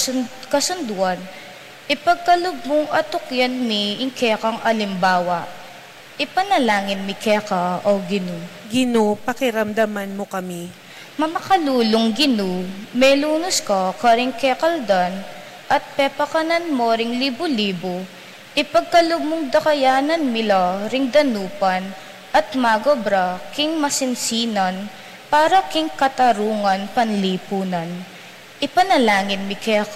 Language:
Pampanga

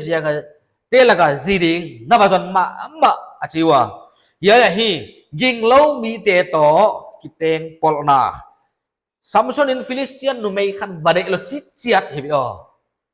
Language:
Paite Chin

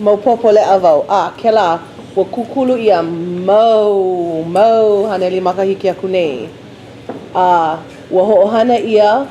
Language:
Hawaiian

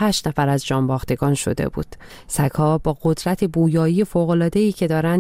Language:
Persian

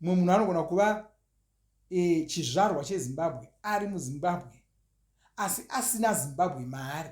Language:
Shona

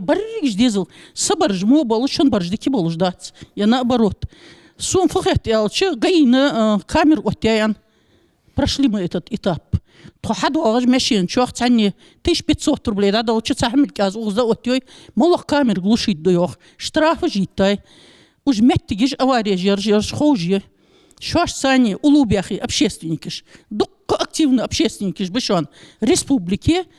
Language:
Ingush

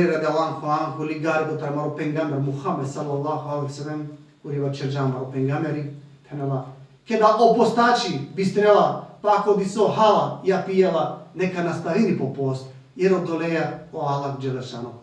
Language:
Balkan Romani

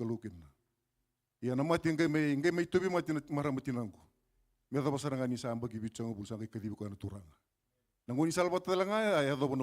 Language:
Fijian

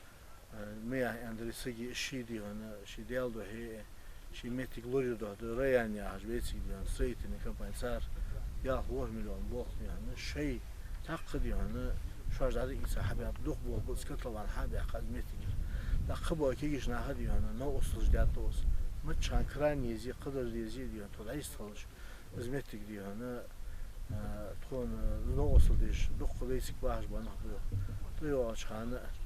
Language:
Ingush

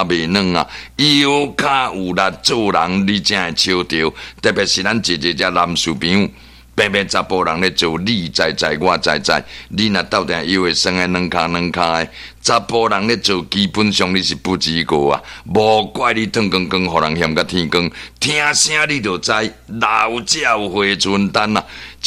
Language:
Min Nan Chinese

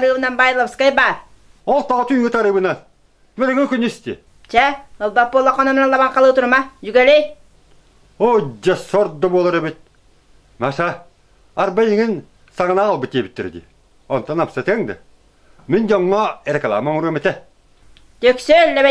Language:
Yakut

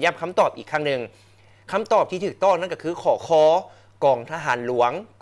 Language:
Lao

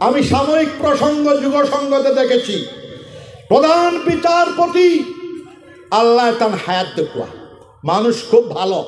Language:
Sylheti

